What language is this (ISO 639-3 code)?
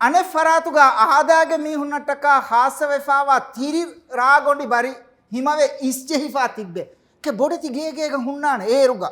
div